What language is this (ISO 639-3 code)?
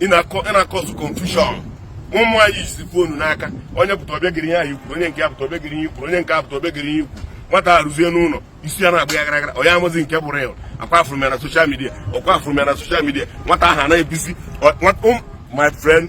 ibo